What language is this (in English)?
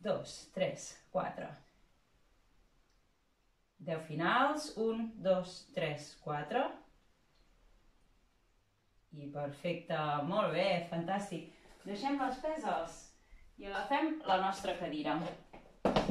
Catalan